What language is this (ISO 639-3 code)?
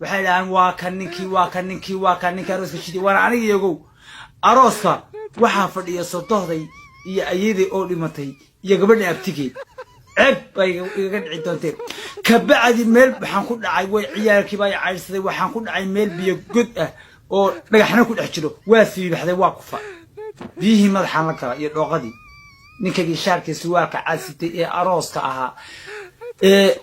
som